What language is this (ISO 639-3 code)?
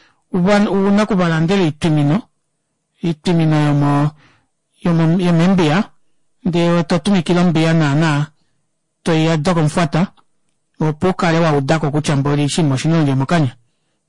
kua